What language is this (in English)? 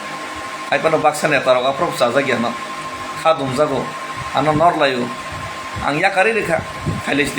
Kok Borok